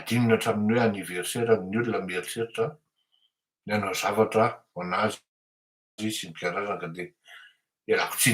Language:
Malagasy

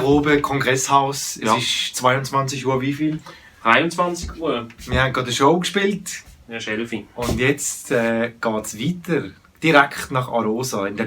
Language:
Swiss German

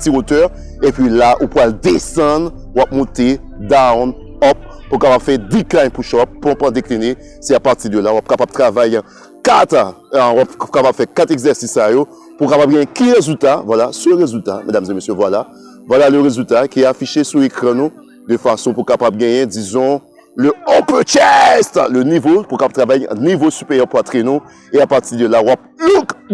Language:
Haitian Creole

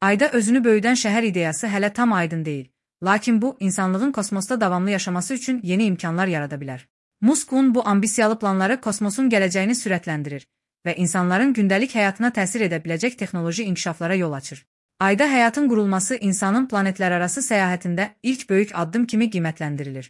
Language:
Azerbaijani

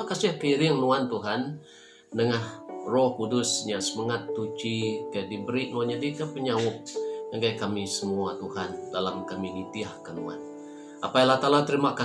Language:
Iban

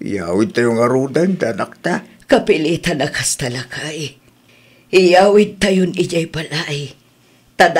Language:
Iloko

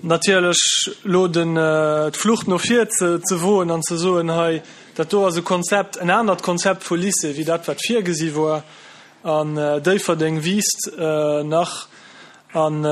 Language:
Luxembourgish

